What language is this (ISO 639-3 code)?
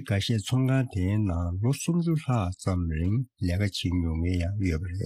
bod